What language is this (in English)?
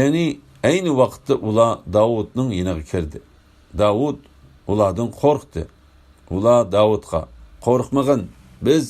Uyghur